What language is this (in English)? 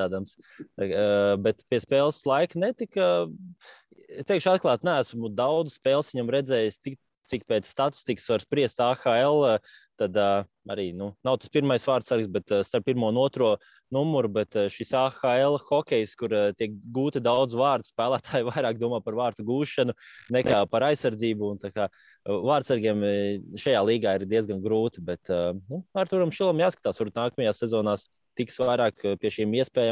Latvian